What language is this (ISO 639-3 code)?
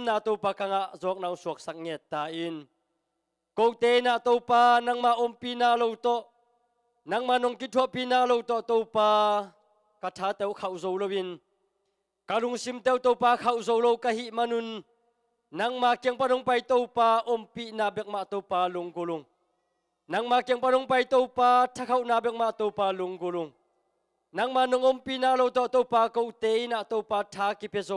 ctd